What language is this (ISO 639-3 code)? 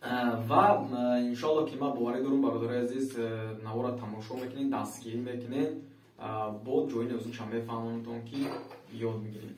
tgk